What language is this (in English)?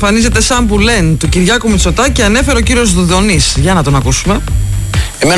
Greek